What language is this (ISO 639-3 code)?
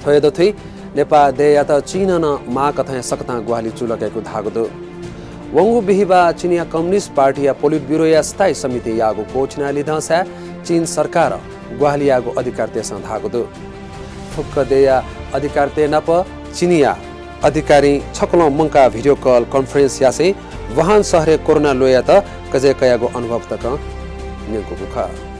new